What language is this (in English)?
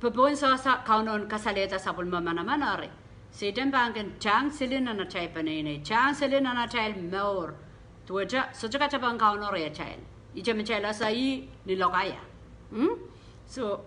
Pohnpeian